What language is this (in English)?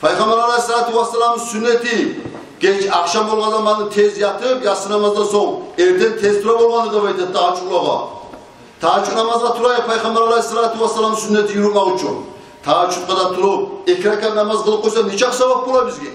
Kumyk